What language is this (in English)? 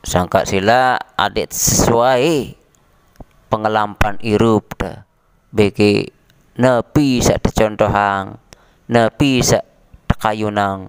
Sasak